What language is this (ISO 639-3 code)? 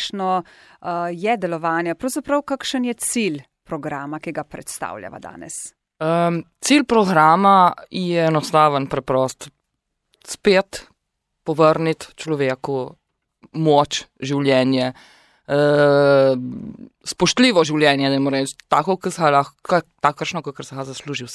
slv